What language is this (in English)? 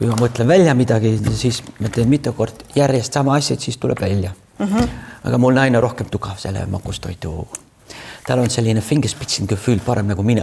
Estonian